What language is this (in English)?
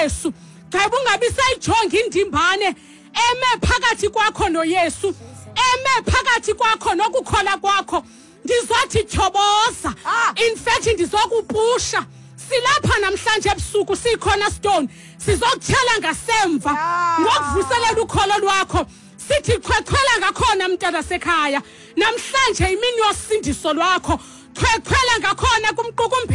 Xhosa